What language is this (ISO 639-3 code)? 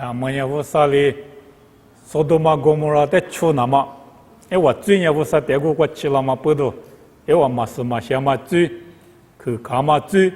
lis